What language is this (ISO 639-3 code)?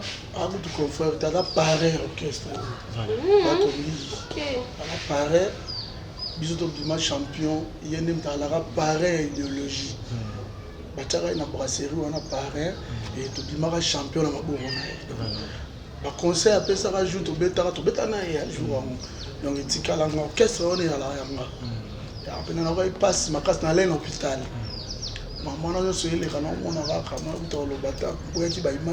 lin